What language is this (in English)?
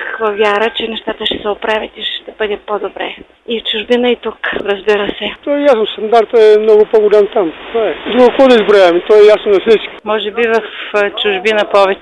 Bulgarian